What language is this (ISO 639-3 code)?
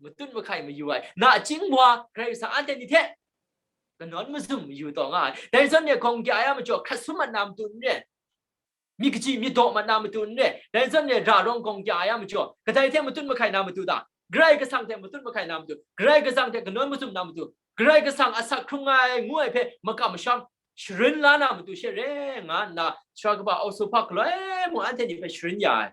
kac